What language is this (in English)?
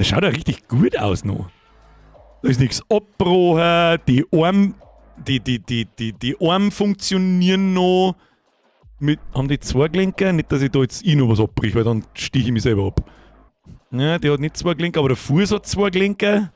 Bavarian